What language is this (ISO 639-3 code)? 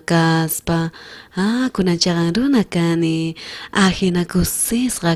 quh